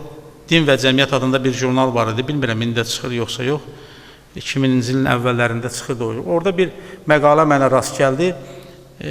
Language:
Azerbaijani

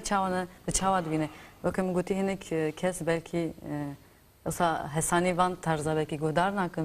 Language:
Kurdish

